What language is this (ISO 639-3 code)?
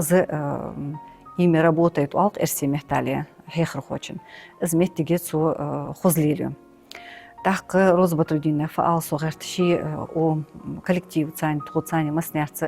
inh